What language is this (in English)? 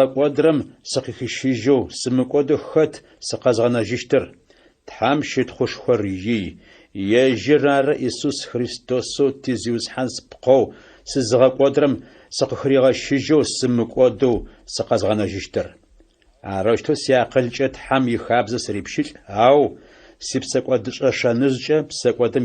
Adyghe